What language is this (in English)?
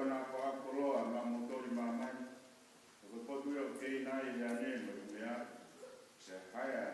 Tongan